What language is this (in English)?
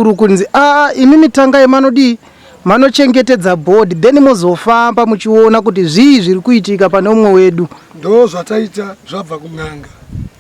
Shona